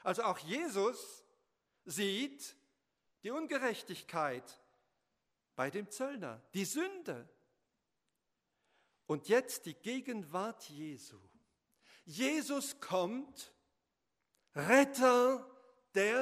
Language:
German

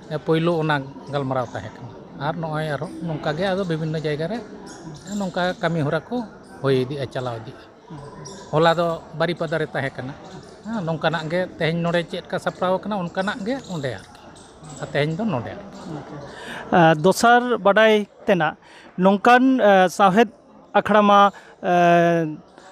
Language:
Santali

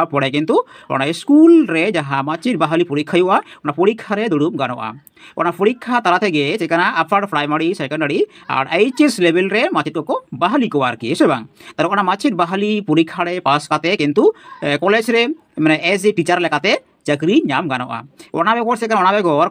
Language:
Santali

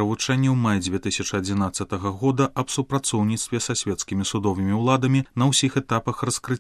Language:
Belarusian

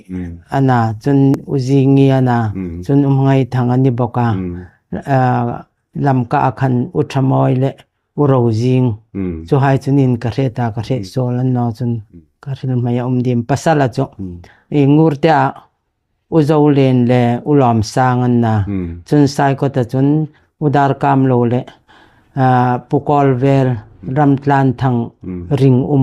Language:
Hmar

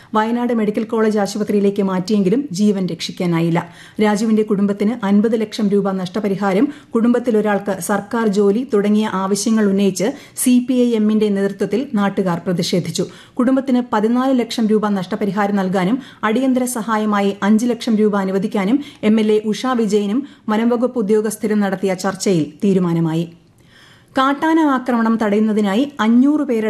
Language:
Malayalam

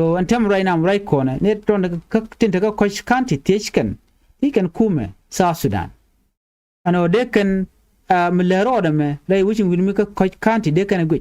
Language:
Nuer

